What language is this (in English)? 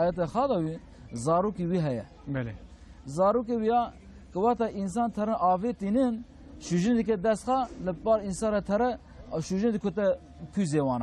Kurdish